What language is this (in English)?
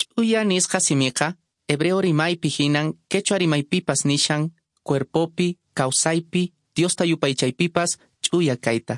Quechua